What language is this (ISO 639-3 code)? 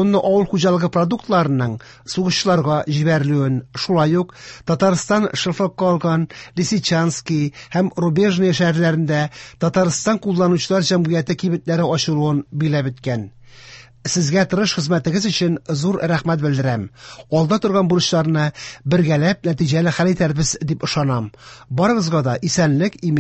tat